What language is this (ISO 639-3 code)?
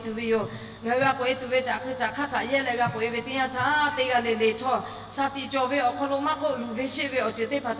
lhu